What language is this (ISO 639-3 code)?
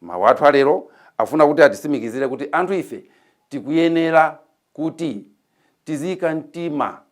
nya